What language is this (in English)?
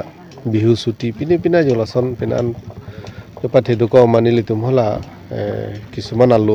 Karbi